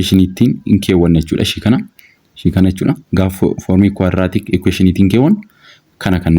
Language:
Oromo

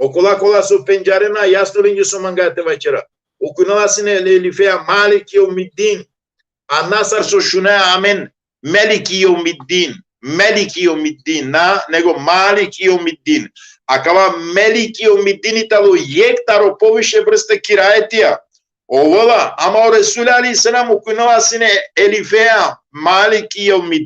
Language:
Balkan Romani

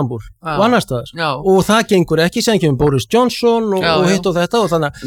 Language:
Icelandic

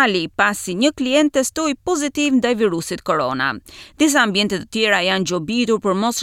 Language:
Albanian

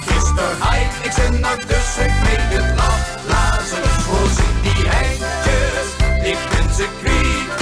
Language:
Limburgish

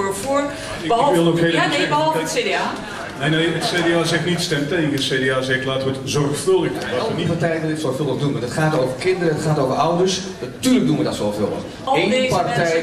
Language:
Dutch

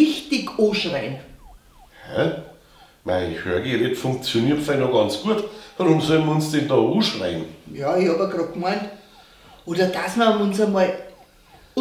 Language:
Bavarian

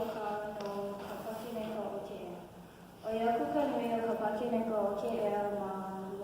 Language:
Hawaiian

